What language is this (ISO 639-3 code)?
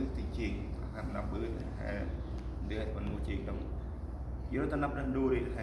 cmo